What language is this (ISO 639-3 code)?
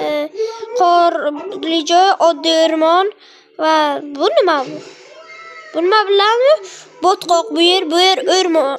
uzb